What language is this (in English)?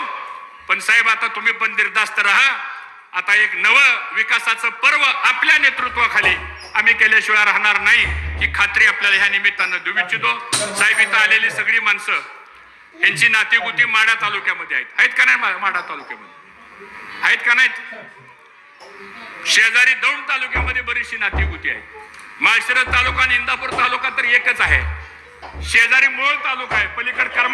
Marathi